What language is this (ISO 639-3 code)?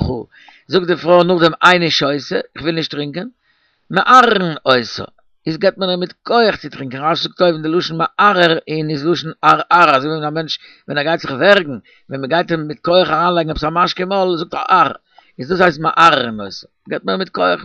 yid